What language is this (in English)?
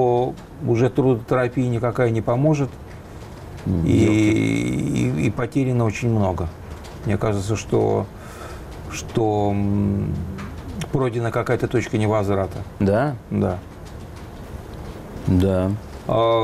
Russian